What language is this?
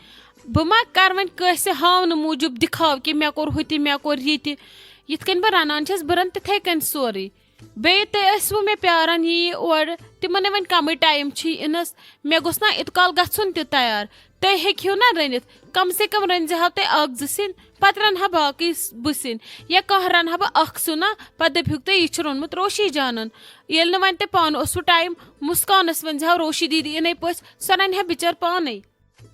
Kashmiri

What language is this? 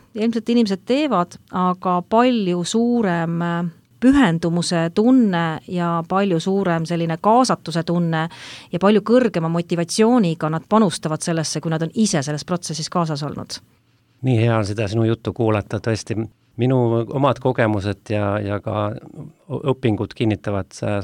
Estonian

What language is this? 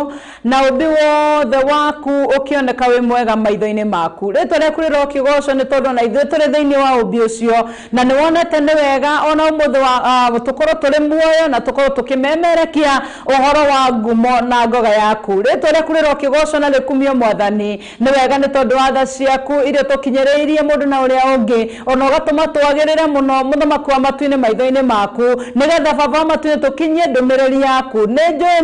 Kikuyu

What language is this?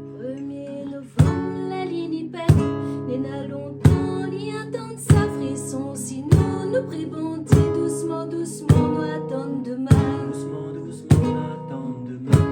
Réunion Creole French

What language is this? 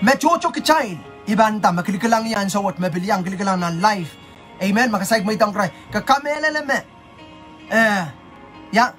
Pohnpeian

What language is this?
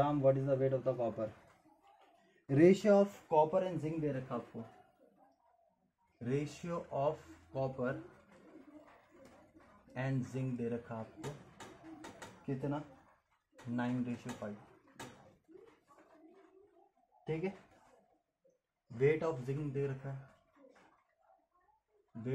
Hindi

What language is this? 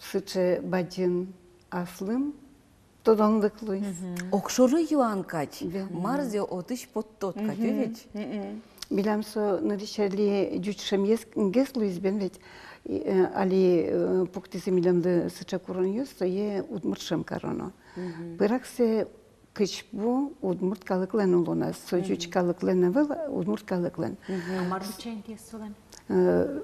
Udmurt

